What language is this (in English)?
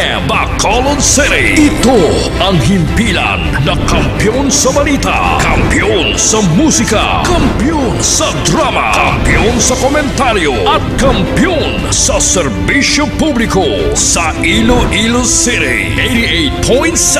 Hiligaynon